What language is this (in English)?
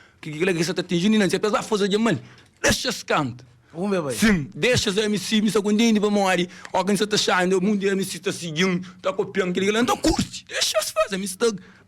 Kabuverdianu